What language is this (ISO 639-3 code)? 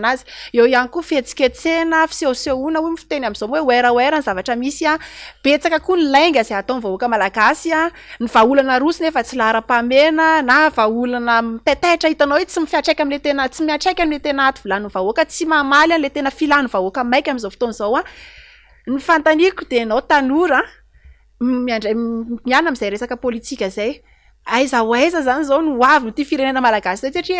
mlg